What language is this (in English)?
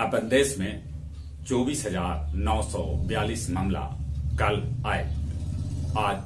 Magahi